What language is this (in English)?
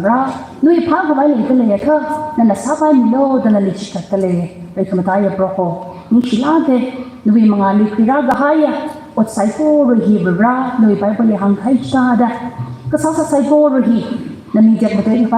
Tangkhul Naga (India)